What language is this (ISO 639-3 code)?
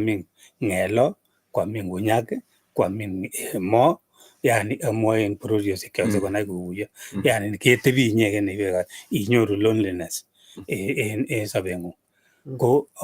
kln